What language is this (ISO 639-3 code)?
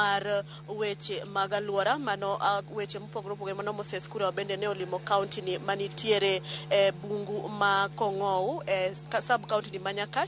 luo